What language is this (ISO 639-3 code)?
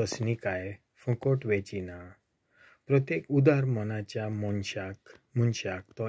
kok